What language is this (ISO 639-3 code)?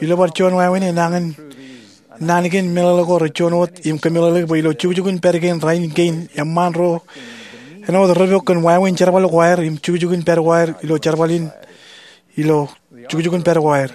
mah